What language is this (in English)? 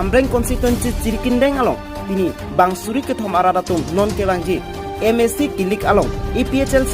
Karbi